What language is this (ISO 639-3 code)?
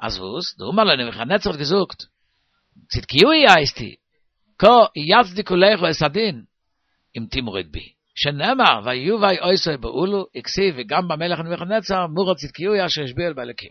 yid